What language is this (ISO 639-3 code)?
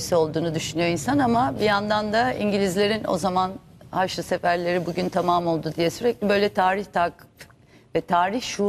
tur